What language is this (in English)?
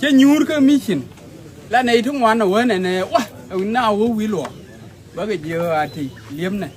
Nuer